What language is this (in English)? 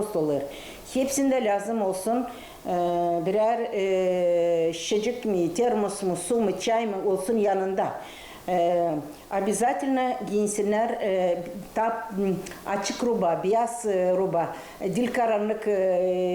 Gagauz